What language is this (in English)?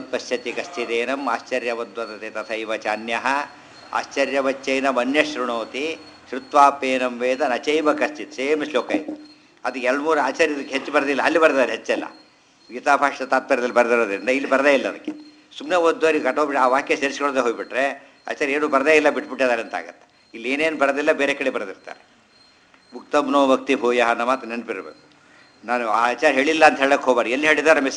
Kannada